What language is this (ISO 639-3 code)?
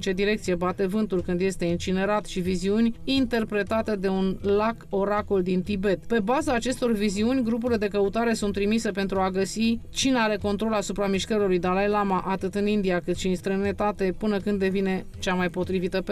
ron